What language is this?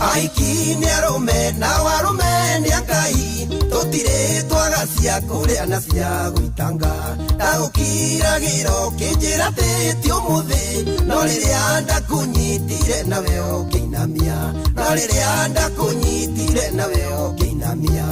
Kikuyu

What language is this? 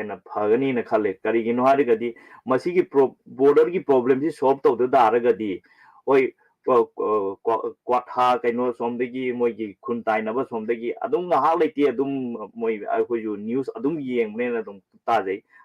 Manipuri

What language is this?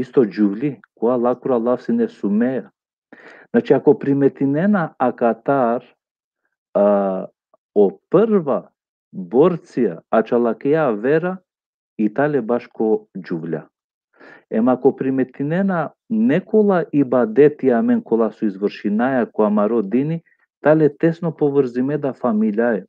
Balkan Romani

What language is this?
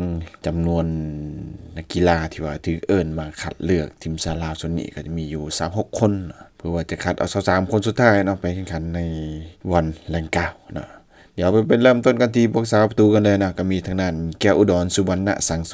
Lao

